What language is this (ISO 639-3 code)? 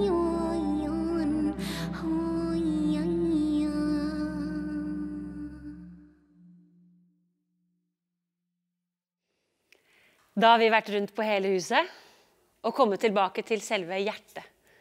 nor